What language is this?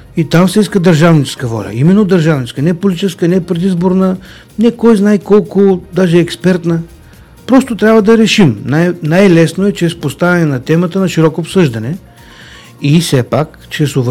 Bulgarian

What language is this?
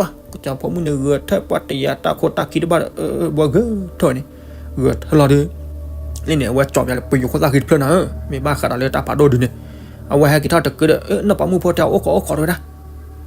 S'gaw Karen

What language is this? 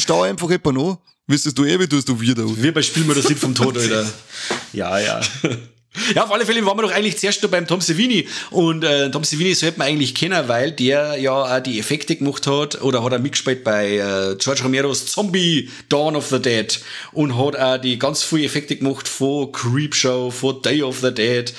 Bavarian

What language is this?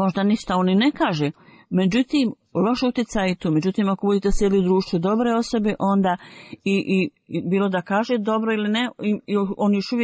Bosnian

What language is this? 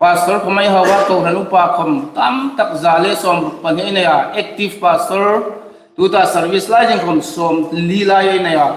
Hmar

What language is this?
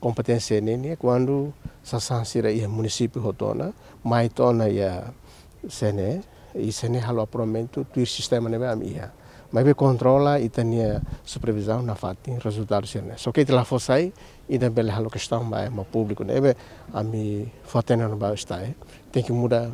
Tetum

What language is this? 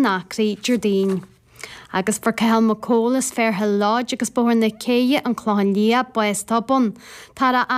Irish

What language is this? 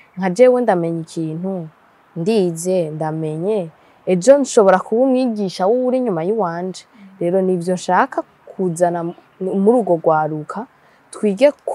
Rundi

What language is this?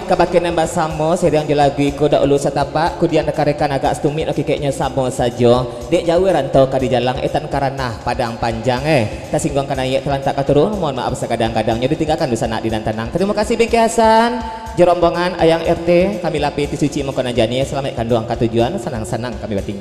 Minangkabau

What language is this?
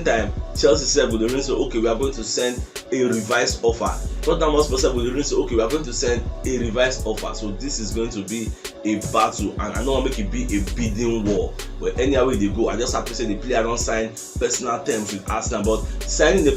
Nigerian Pidgin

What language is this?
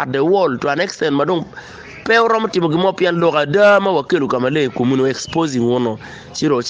Acoli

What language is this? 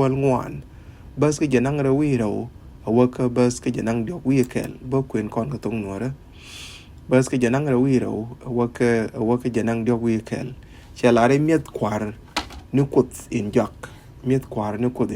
Nuer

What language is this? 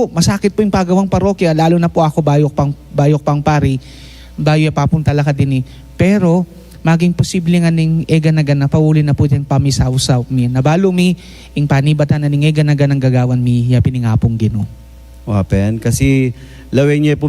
Pampanga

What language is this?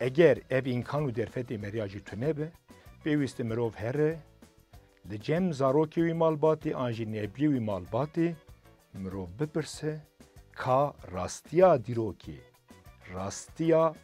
Kurdish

